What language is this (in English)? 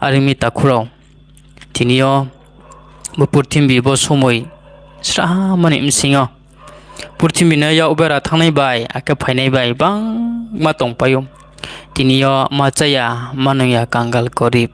Riang (India)